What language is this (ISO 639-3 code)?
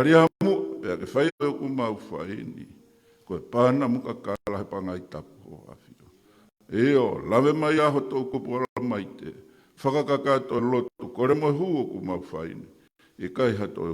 ton